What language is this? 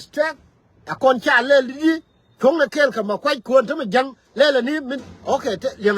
Nuer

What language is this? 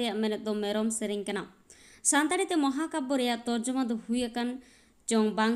Santali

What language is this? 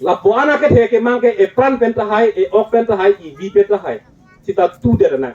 Karbi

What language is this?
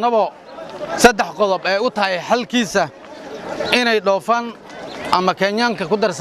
Somali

